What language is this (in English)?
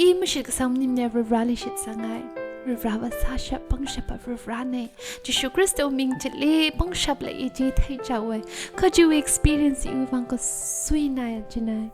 Tangkhul Naga (India)